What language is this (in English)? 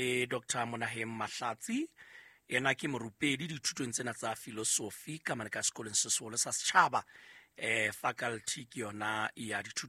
Southern Sotho